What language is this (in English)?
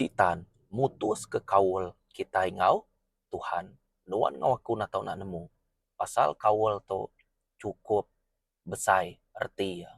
Iban